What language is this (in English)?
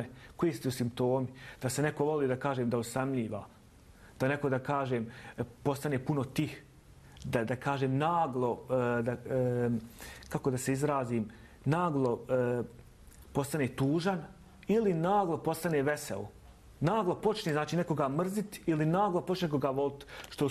Bosnian